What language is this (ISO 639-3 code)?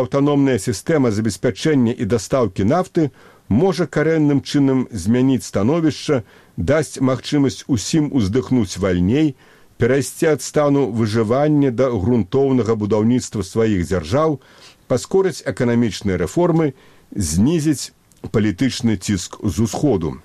bel